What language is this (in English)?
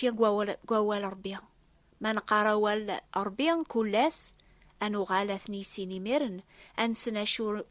Kabyle